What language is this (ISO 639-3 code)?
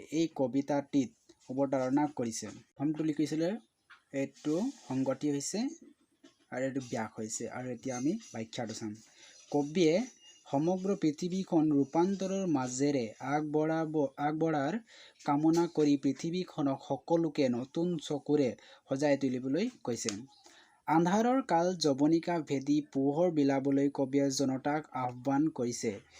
asm